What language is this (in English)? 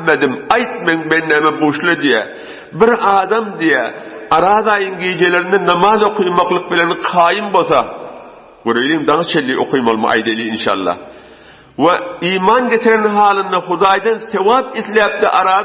Turkmen